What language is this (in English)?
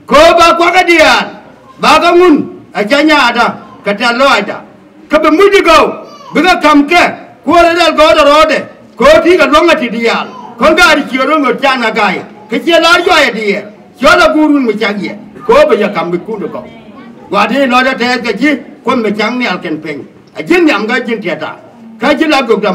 Nuer